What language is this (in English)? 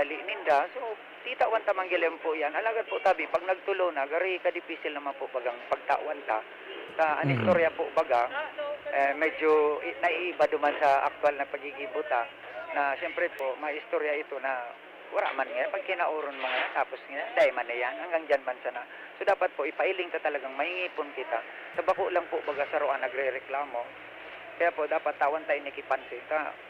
Bikol